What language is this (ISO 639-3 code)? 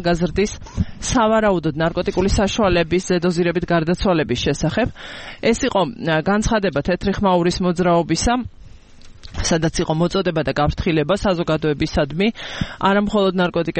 kat